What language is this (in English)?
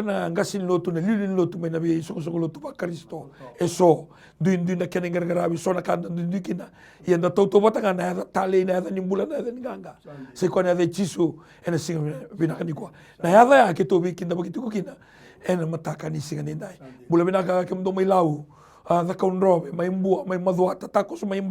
Fijian